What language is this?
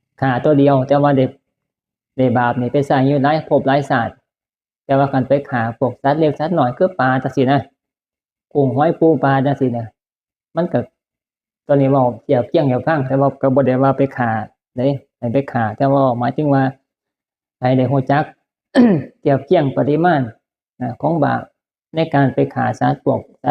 Northeastern Thai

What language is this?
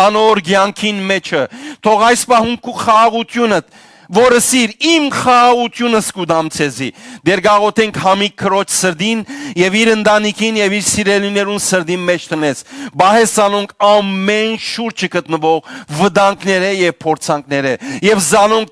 Western Armenian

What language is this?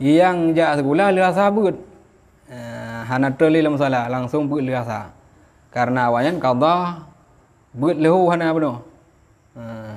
Achinese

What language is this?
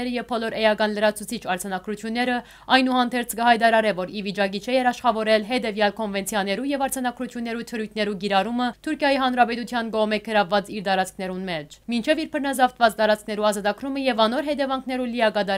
Western Armenian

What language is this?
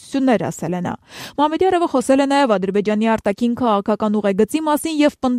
Armenian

